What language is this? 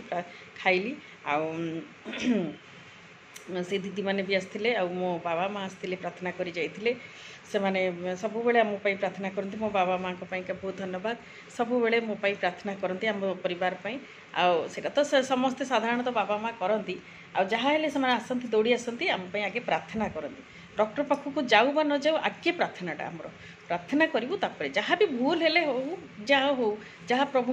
Odia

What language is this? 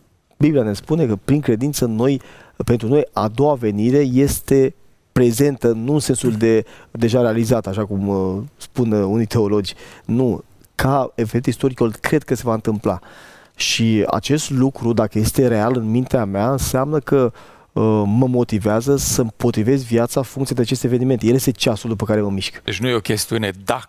Romanian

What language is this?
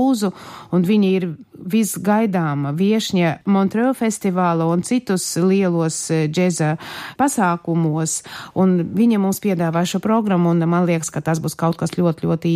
Latvian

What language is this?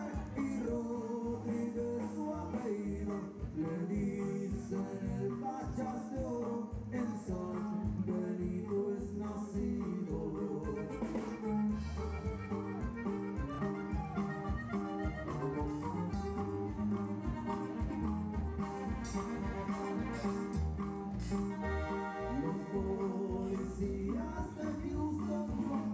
Spanish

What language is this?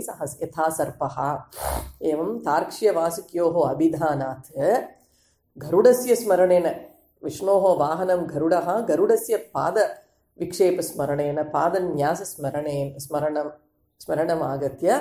Sanskrit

